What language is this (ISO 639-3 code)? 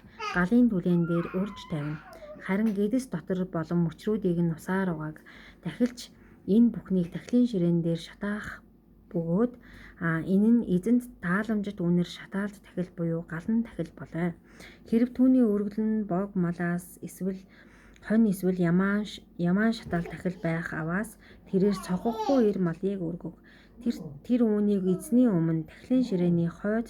mon